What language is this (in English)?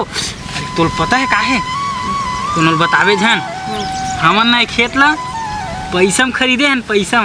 Chhattisgarhi